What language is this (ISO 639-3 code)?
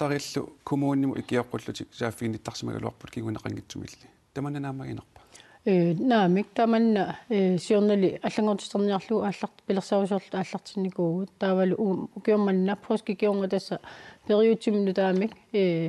kal